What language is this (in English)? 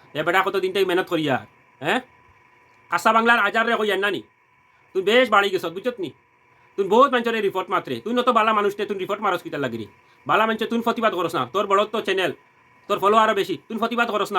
Sylheti